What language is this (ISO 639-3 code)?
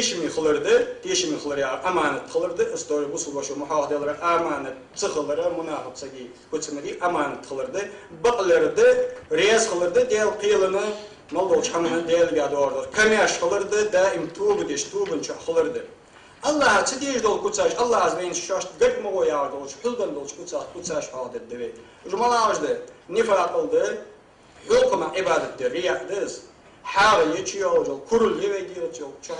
inh